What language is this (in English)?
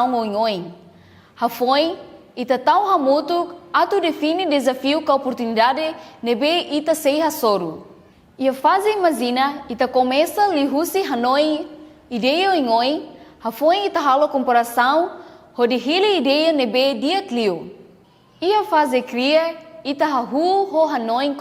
Tetum